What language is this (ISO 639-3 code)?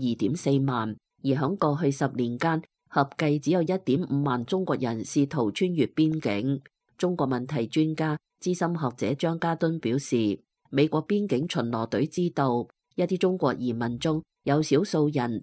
yue